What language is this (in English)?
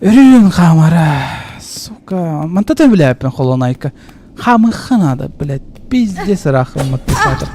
Yakut